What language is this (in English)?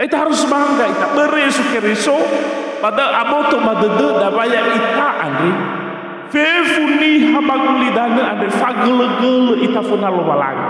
Nias